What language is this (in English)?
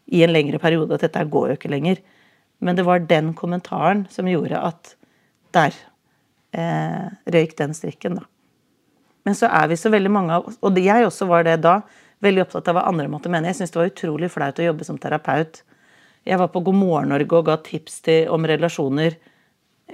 Norwegian